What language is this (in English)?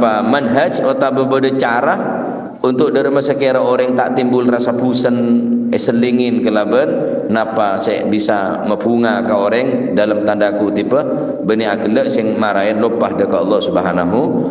Madurese